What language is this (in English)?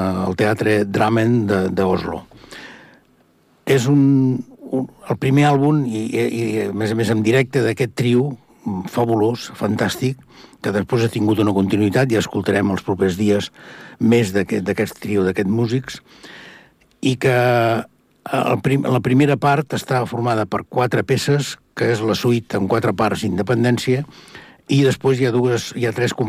Catalan